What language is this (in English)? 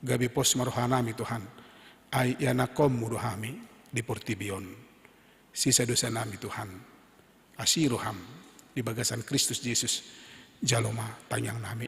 Batak Toba